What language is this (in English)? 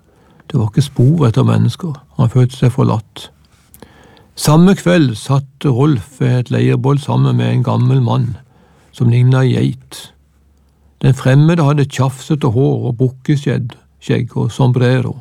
Norwegian